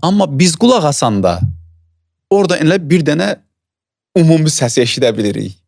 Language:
Azerbaijani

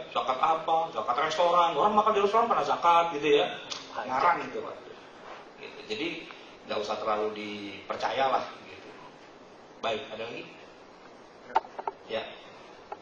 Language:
Indonesian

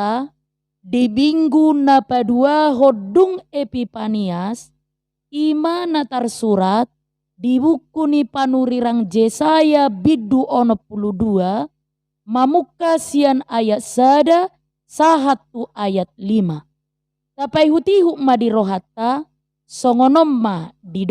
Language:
Batak Toba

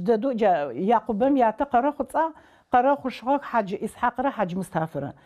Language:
Adyghe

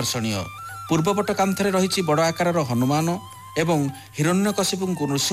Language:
Odia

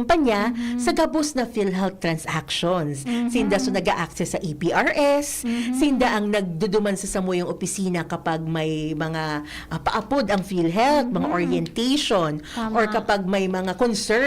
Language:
Bikol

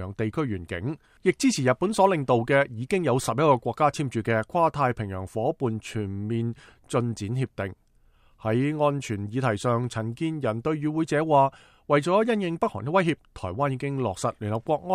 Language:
Cantonese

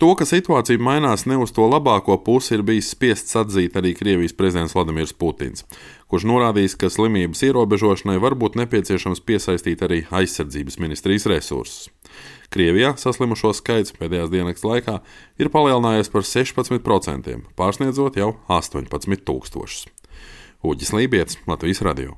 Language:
Latvian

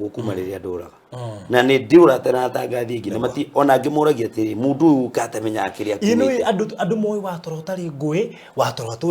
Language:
Kikuyu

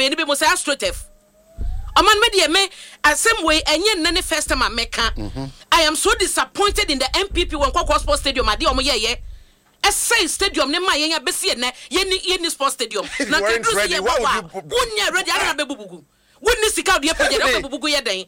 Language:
Akan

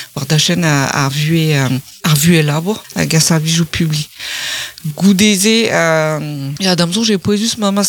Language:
Breton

